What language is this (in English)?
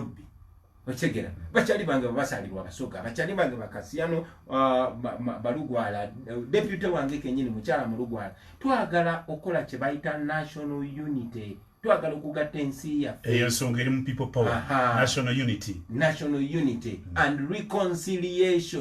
Ganda